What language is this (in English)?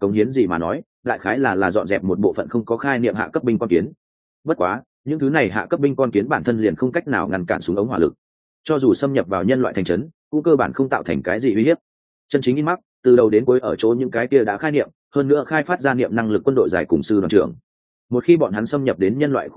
Vietnamese